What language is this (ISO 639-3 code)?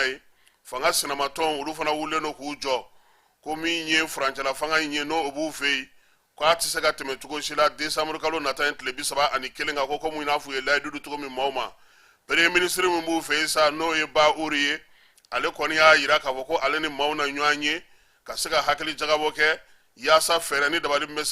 bam